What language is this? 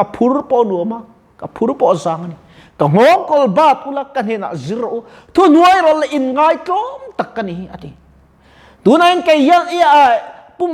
Mizo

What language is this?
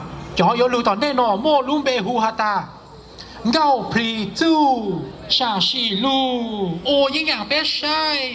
Hmong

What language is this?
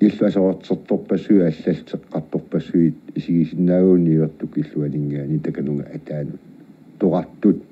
Kalaallisut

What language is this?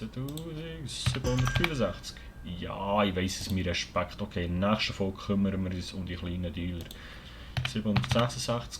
Swiss German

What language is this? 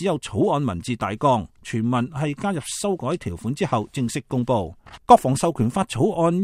Cantonese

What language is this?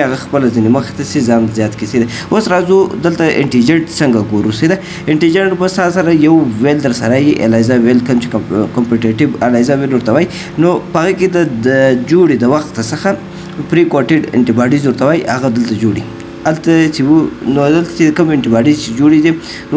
Pashto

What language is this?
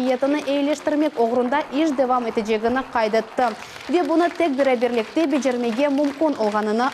Crimean Tatar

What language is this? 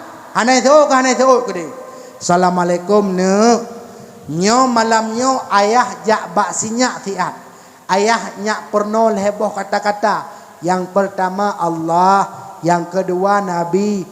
Achinese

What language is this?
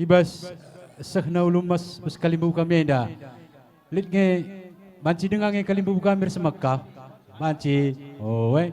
Batak Karo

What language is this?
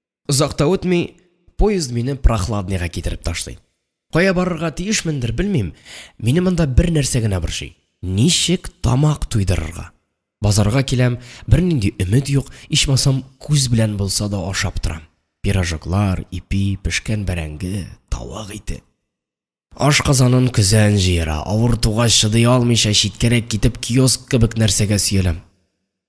Tatar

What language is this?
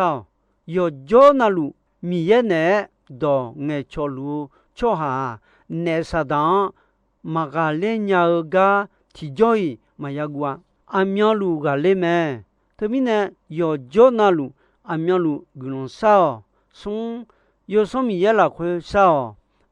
Akha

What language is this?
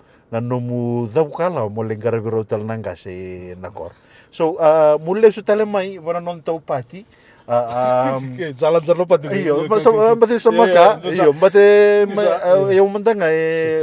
Fijian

